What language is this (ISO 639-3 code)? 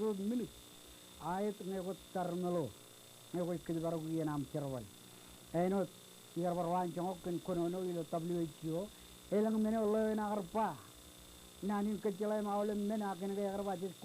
mah